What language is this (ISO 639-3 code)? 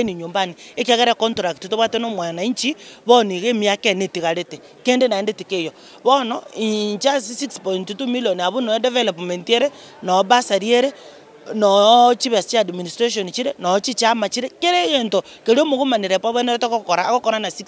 guz